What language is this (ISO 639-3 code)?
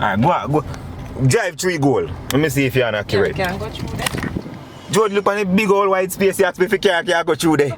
jam